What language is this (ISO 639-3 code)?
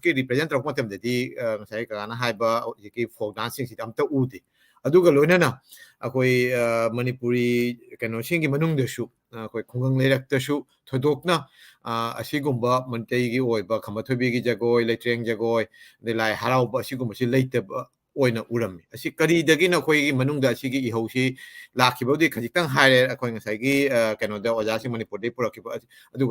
mni